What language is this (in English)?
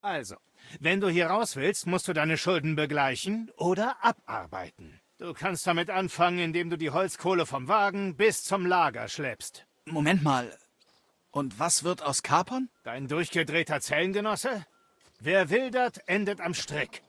Bavarian